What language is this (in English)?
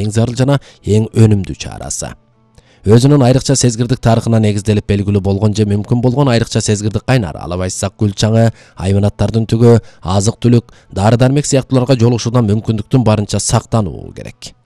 Kyrgyz